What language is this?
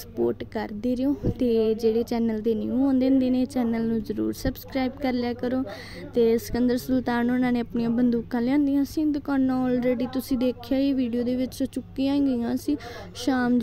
Punjabi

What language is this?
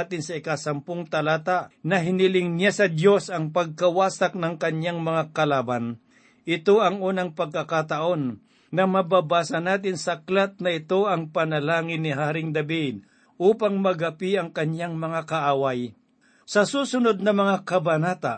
Filipino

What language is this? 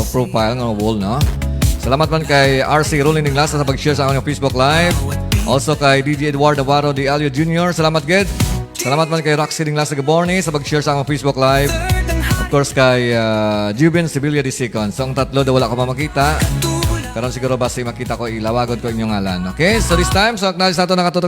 Hiligaynon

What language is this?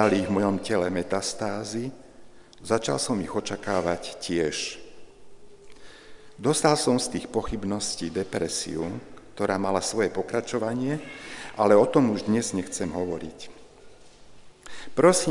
Slovak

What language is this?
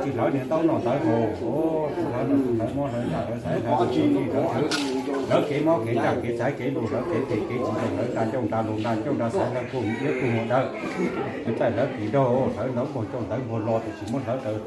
Hmong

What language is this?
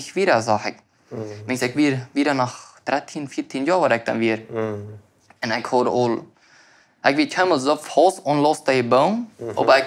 Plautdietsch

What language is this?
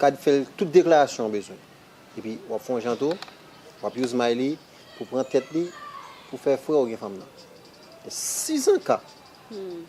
Haitian Creole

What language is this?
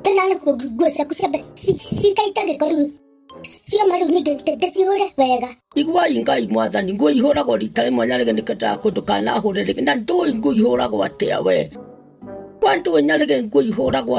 Kikuyu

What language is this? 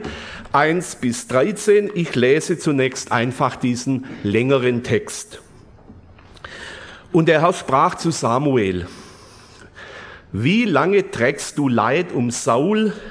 German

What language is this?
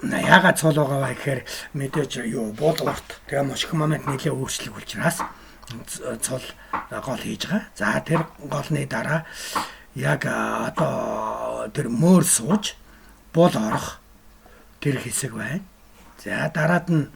Mongolian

